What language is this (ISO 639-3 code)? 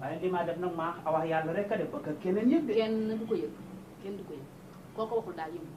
wol